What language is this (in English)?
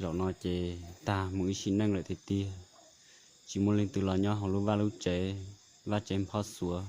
Hmong